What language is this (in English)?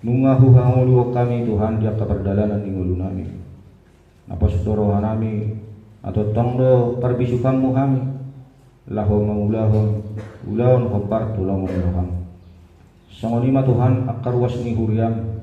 Batak Toba